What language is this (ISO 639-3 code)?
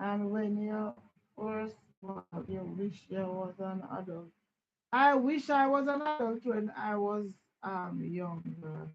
jam